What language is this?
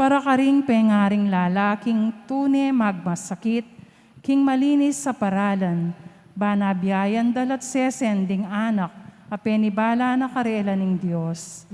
Pampanga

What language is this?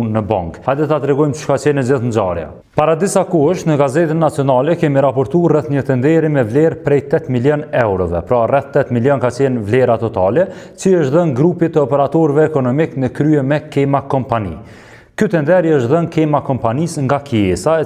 Albanian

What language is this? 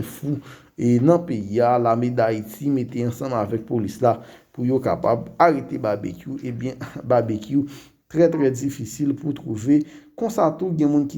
Haitian Creole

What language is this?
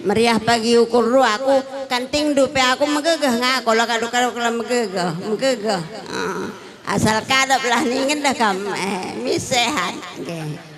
Batak Karo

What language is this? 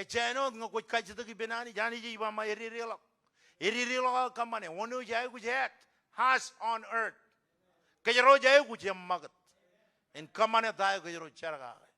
Marshallese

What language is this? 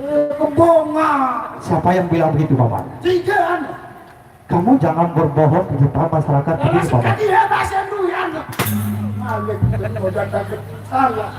Sasak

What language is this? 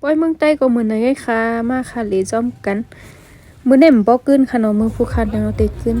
Shan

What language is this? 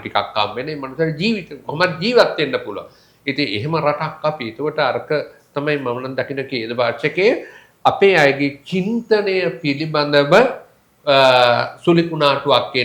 Sinhala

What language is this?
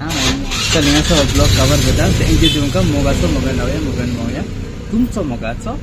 Konkani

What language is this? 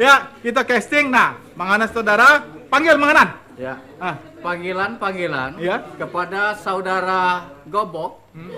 Musi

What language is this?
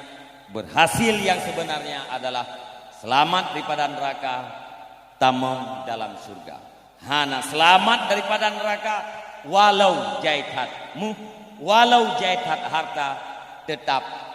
Achinese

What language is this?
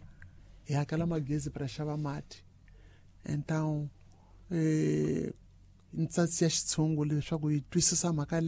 Tsonga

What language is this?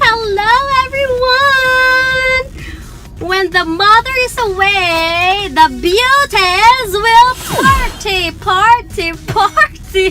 Hiligaynon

